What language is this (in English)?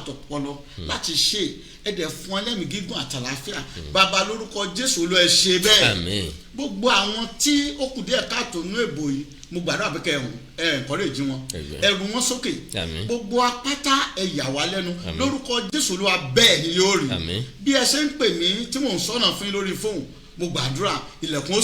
Yoruba